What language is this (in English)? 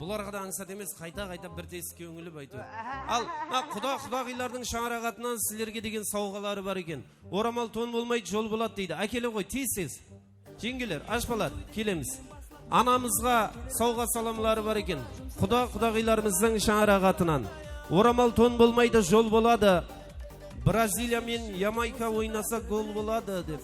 Kara-Kalpak